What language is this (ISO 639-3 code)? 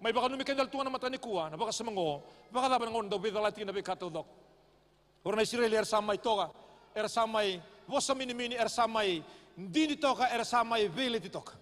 fij